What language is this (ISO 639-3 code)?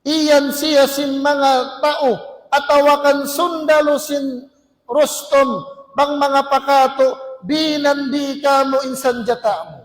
tsg